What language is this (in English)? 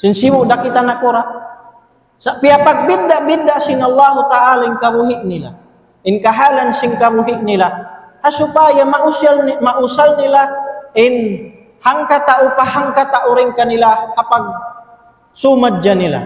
Tausug